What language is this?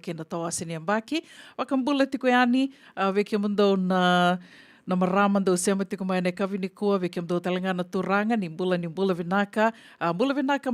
Fijian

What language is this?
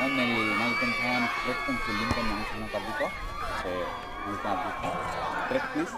Karbi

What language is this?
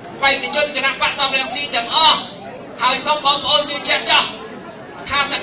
Khmer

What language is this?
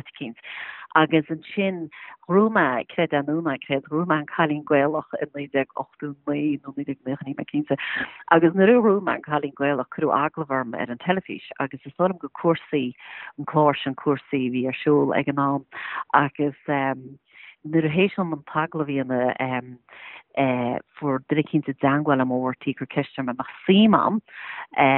Irish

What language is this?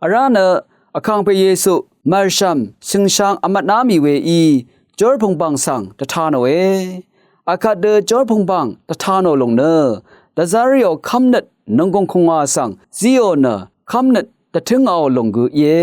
Rawang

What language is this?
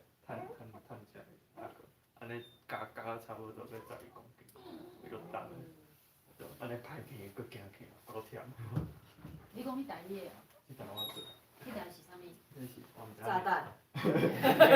Min Nan Chinese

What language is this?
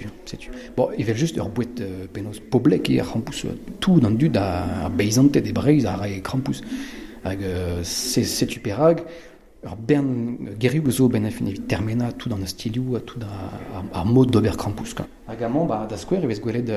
Breton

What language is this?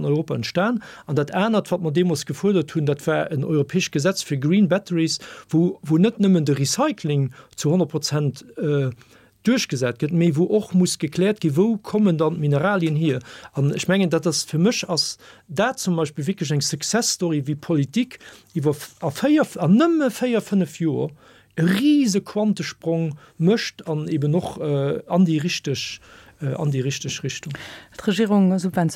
Luxembourgish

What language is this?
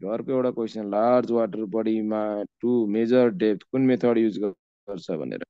Nepali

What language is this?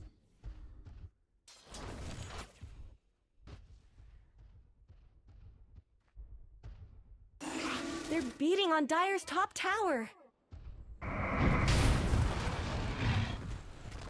English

